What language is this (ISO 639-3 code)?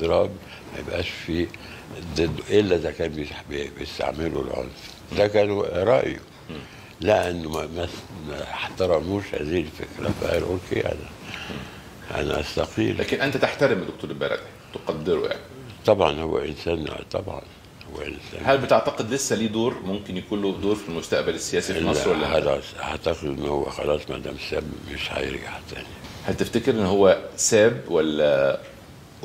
arz